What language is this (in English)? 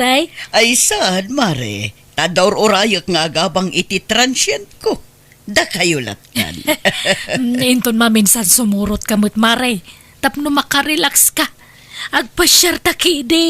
Iloko